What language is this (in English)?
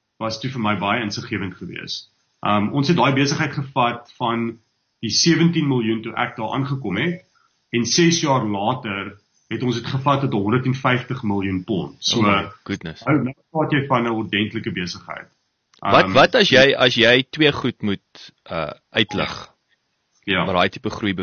Afrikaans